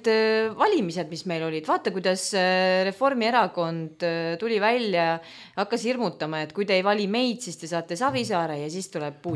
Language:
Estonian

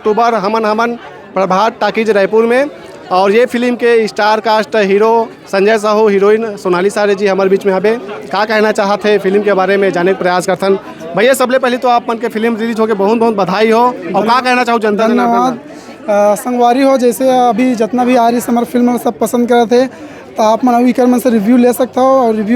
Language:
Chhattisgarhi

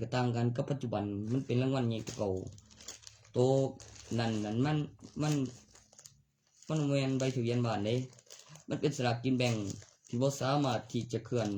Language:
Lao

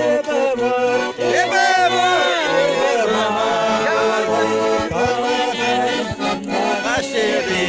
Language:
Chuvash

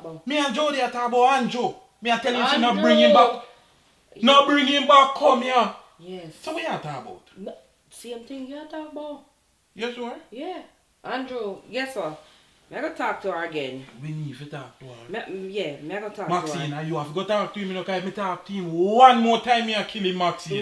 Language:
Jamaican Creole English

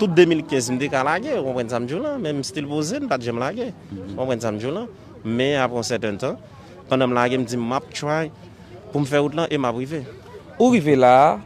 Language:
Haitian Creole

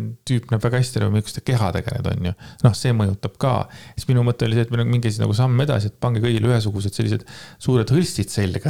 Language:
Estonian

